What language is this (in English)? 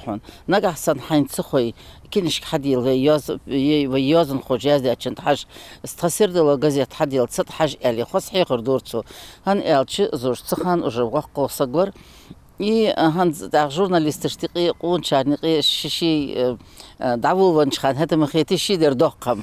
Ingush